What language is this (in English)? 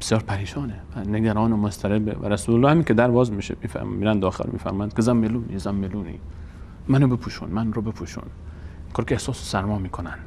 Persian